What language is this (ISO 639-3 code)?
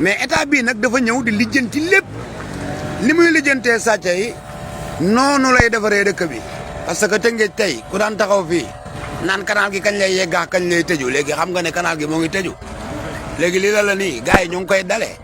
wol